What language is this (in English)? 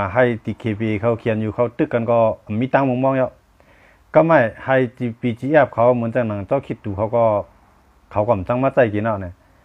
Shan